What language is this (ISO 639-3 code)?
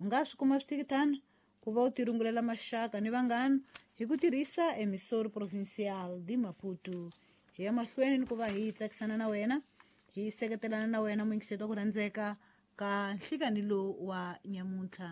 tso